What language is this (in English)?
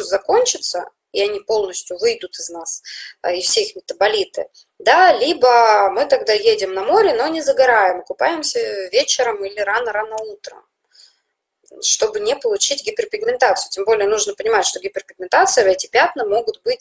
Russian